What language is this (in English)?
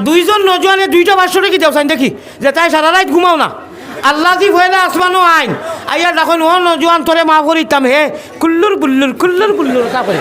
Sylheti